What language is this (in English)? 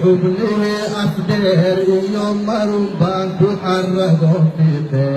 Somali